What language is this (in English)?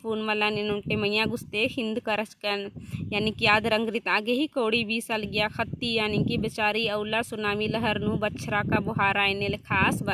Kurukh